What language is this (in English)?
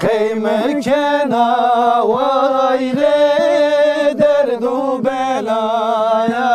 Zaza